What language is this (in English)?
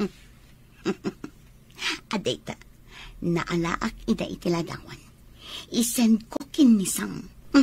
Iloko